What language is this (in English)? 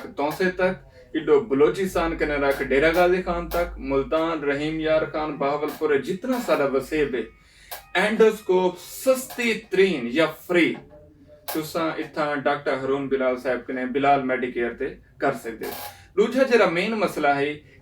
Saraiki